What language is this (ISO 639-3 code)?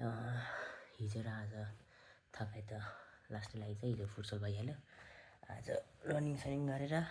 nep